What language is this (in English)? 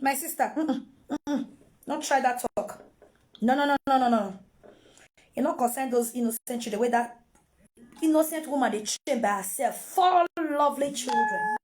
Nigerian Pidgin